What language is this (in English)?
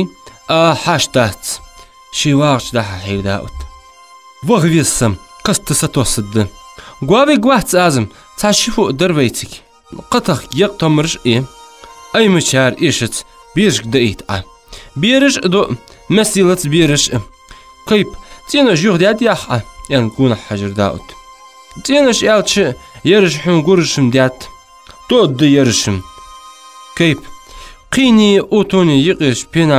Ingush